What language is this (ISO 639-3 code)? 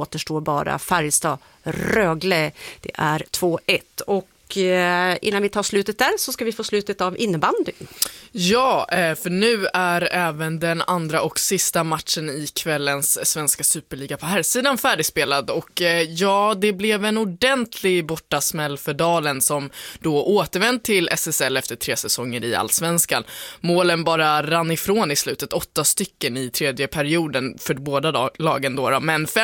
swe